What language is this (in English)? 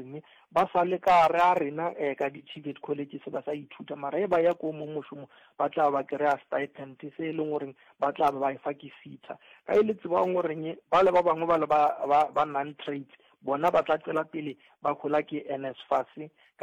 Northern Sotho